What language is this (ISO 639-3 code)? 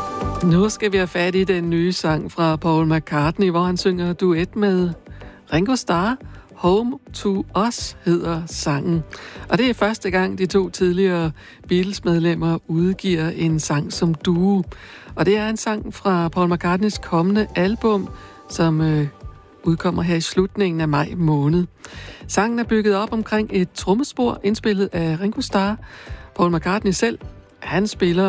dan